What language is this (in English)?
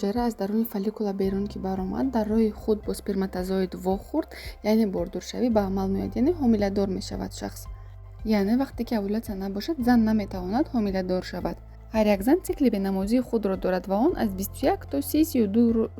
Tajik